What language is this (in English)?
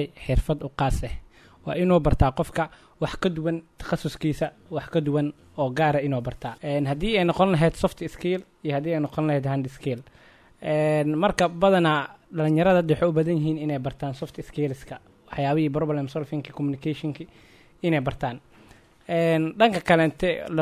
Somali